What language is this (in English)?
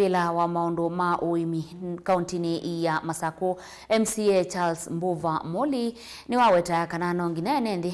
Kamba